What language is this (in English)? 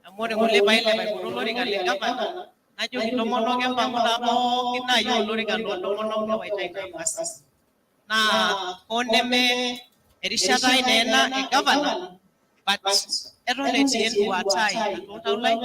Masai